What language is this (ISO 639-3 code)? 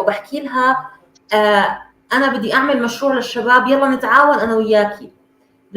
apc